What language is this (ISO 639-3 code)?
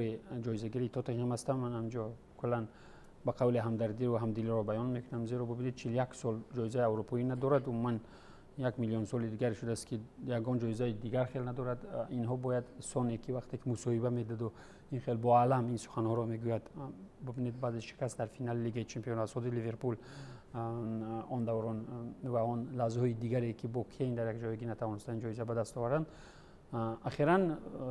tgk